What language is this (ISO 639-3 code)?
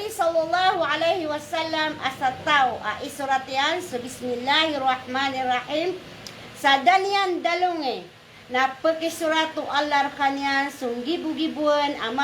mrw